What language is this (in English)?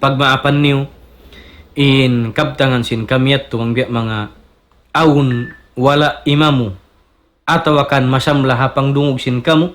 Tausug